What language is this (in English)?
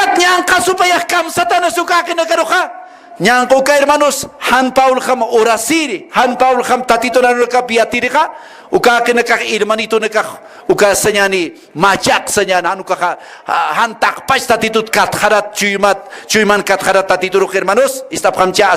Aymara